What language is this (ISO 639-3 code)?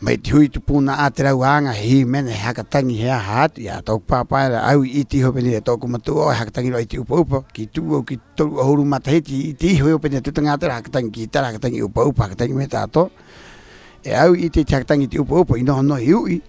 rap